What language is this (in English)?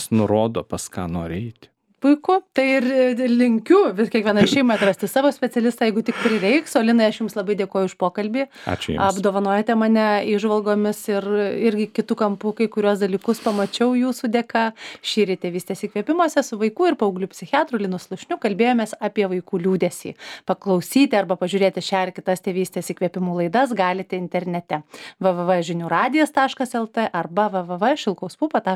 Lithuanian